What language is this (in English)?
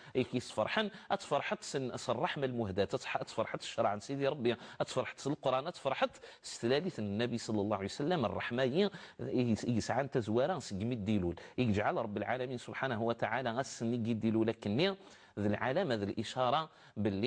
Kabyle